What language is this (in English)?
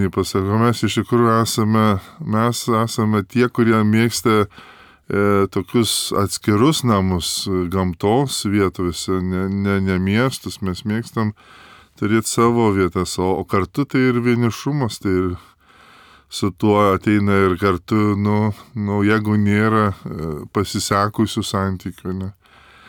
Lithuanian